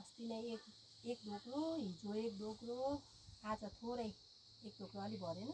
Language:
Nepali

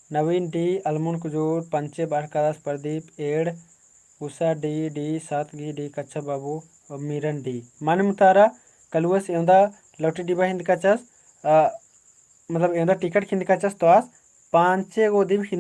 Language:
Kurukh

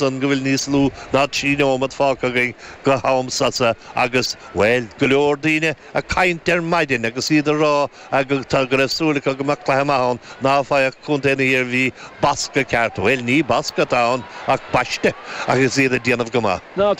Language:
Irish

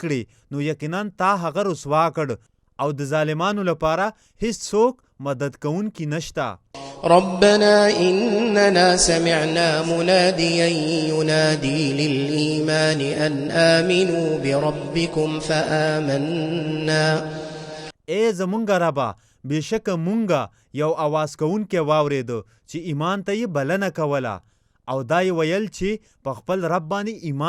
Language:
Pashto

